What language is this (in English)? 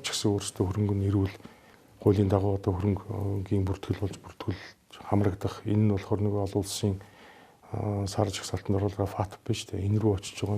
Mongolian